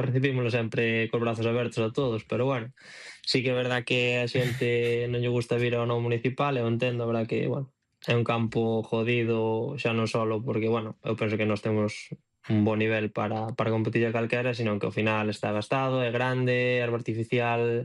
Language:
Galician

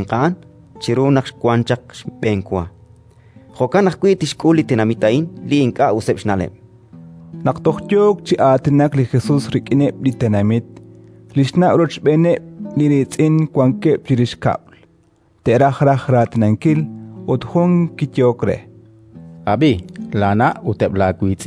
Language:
Kekchí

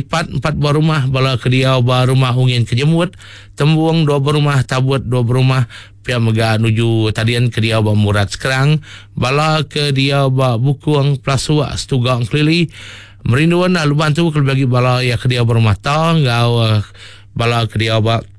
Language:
Iban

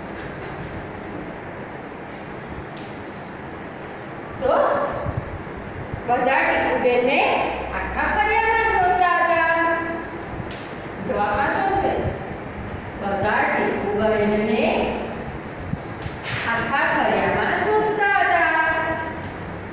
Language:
Gujarati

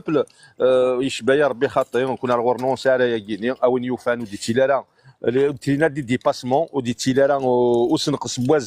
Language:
Kabyle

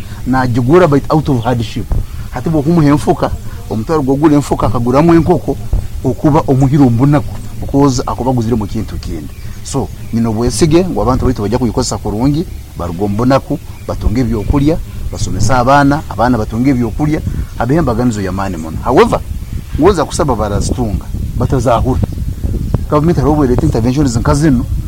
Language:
Nyoro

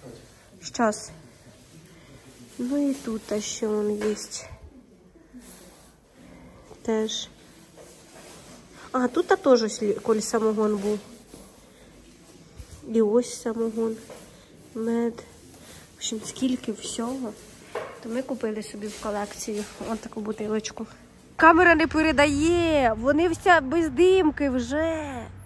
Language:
Ukrainian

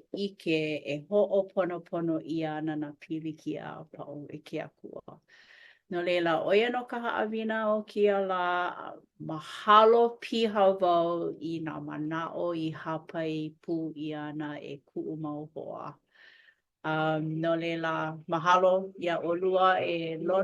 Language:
Hawaiian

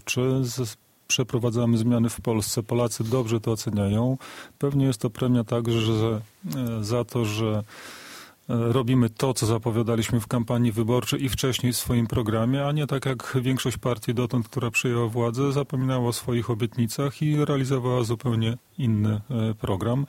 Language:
Polish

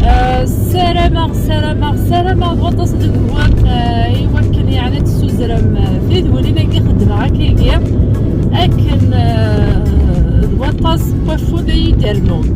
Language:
Kabyle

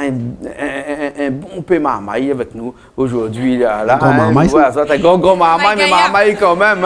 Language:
Réunion Creole French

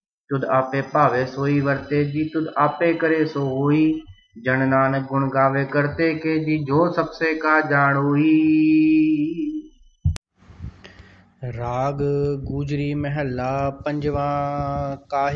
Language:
Punjabi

